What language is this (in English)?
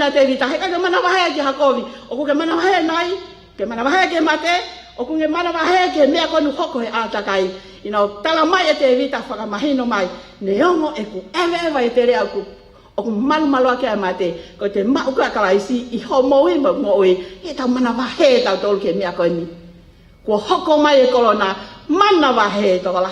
Tongan